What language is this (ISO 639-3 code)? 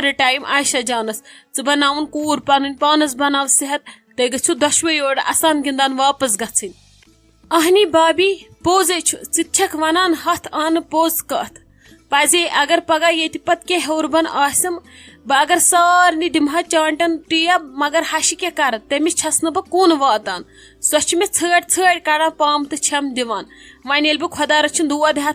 kas